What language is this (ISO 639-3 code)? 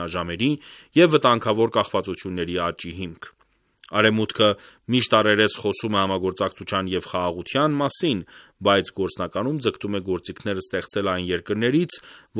hye